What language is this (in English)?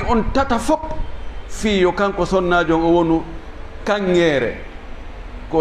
Fula